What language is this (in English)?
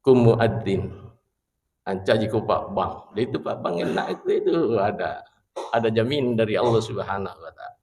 Buginese